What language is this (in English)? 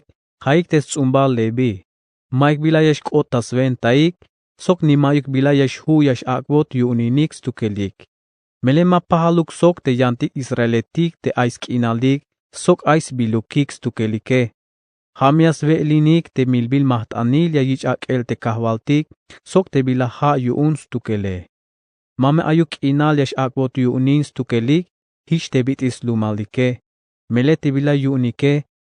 Tzeltal